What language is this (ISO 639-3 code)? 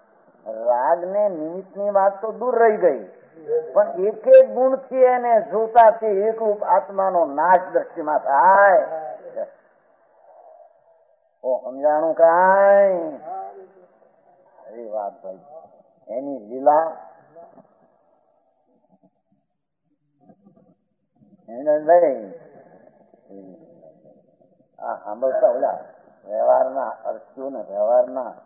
guj